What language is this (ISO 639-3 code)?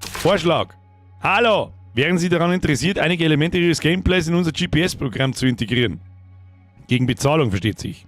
bar